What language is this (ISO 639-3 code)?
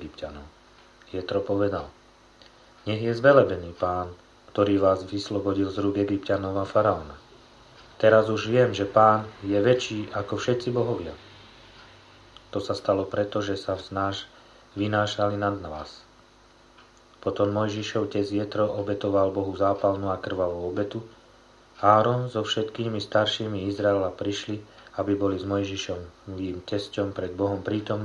slk